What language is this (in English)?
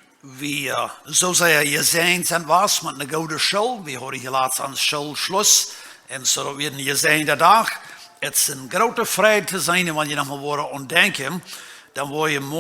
Plautdietsch